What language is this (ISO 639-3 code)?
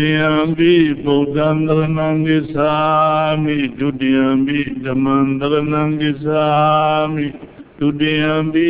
mya